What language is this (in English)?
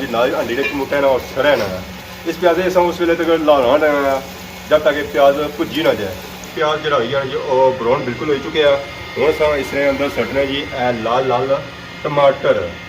Pahari-Potwari